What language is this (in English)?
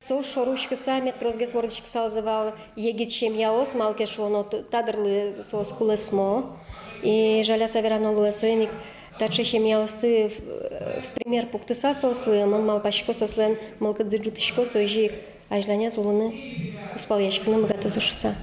Udmurt